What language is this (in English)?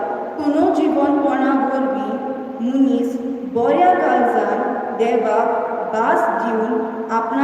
Konkani